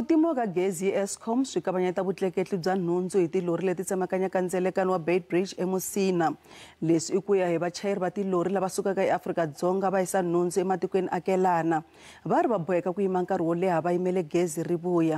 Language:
Tsonga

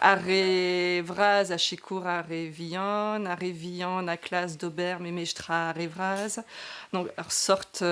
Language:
Breton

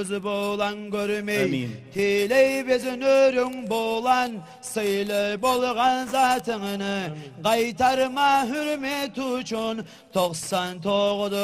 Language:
Kumyk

